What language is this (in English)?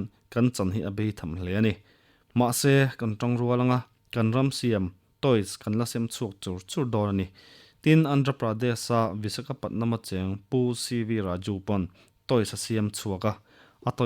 Mizo